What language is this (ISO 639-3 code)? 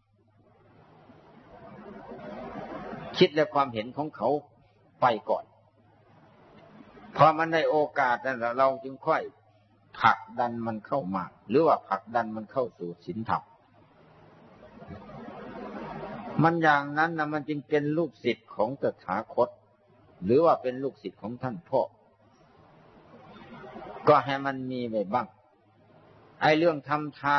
tha